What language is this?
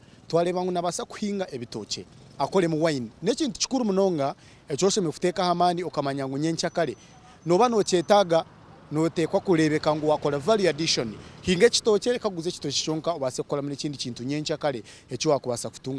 Nyankole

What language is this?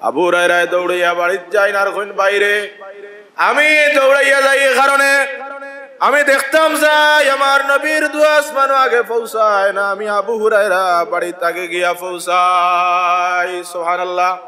Sylheti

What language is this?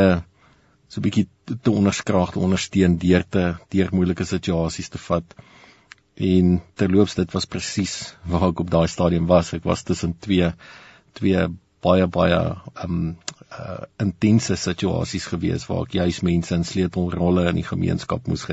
Afrikaans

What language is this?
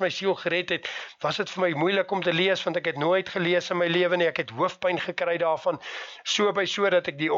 Afrikaans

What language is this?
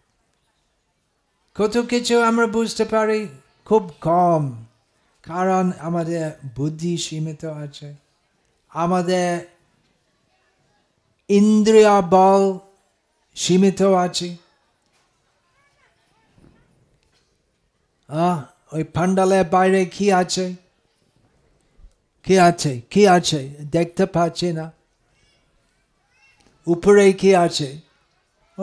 Bangla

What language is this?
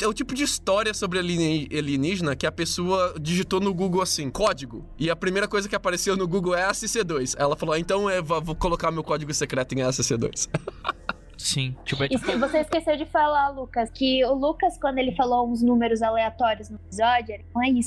Portuguese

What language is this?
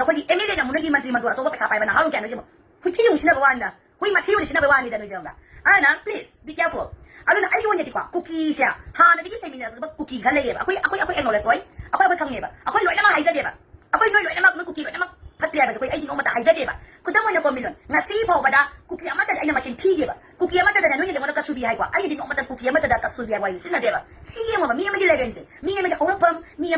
Manipuri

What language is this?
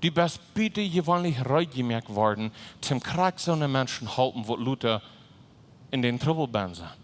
Plautdietsch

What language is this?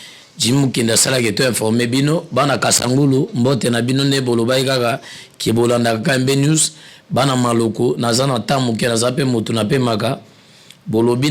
Lingala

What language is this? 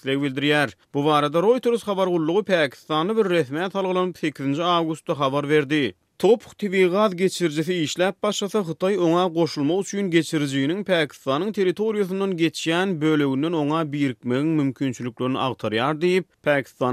Turkmen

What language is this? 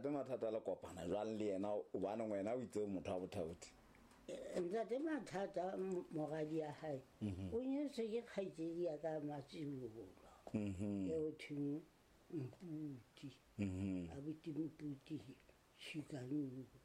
Southern Sotho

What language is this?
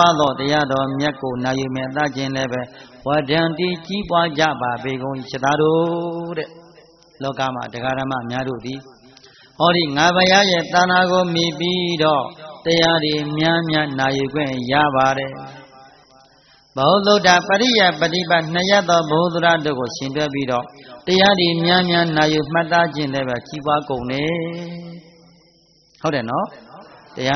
Burmese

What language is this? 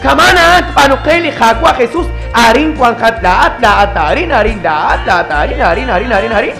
Kekchí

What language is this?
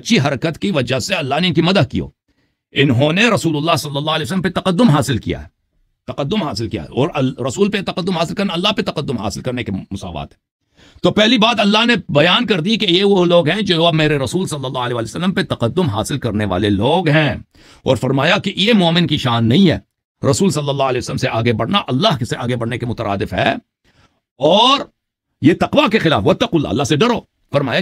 Urdu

